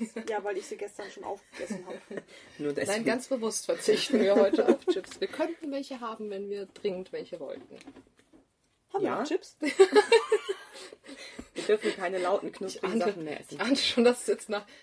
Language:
German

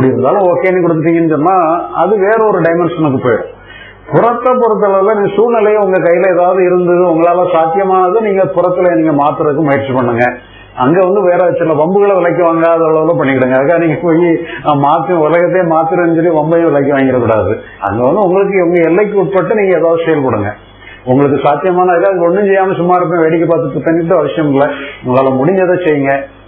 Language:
Tamil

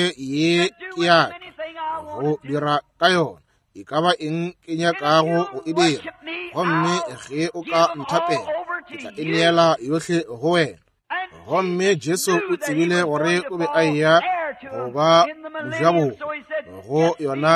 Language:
Northern Sotho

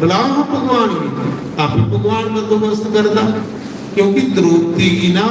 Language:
Dogri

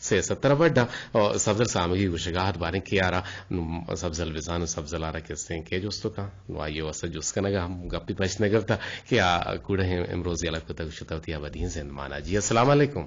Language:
Eastern Balochi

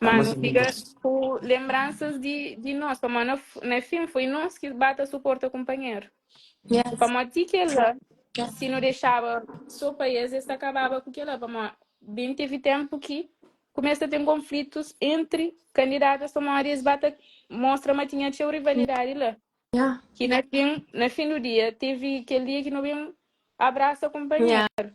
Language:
Kabuverdianu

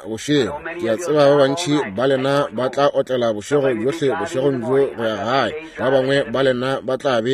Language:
Northern Sotho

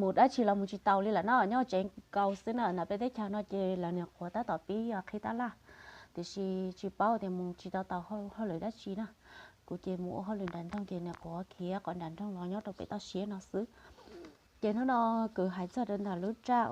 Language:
Hmong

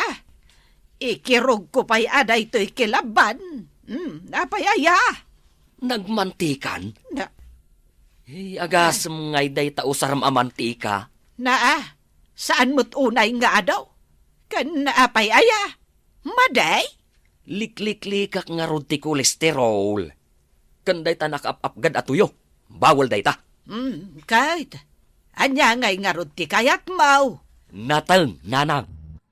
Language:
Iloko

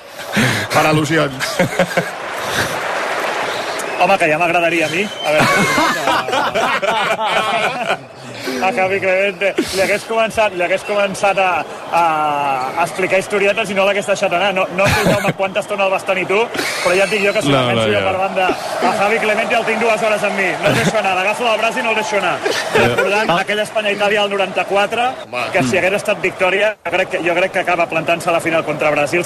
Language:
Catalan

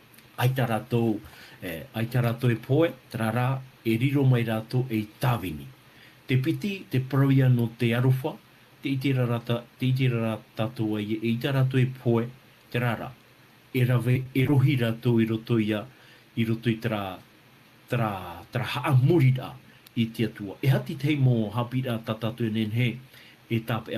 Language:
Tahitian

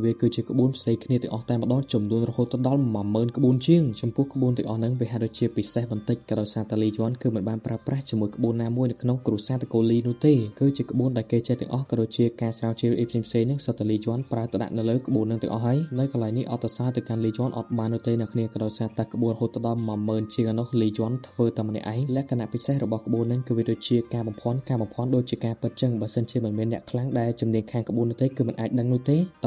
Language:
Khmer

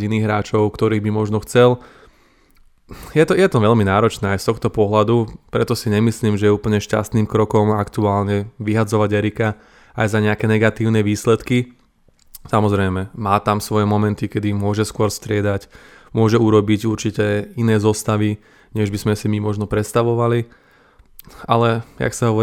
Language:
Slovak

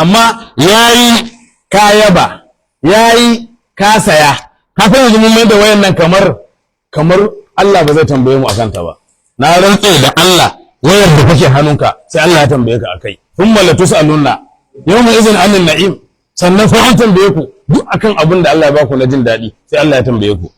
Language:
Hausa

